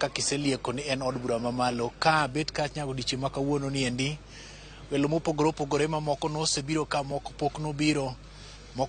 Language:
Luo (Kenya and Tanzania)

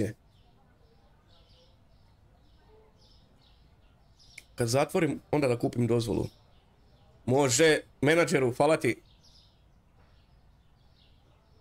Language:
Croatian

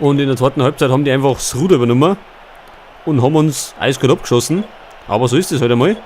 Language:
Bavarian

